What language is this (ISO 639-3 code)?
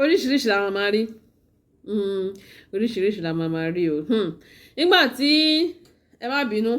yor